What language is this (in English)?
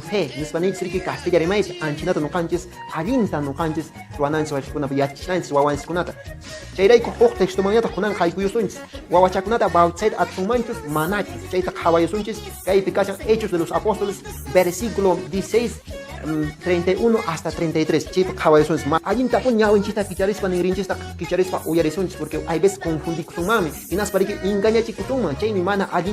Quechua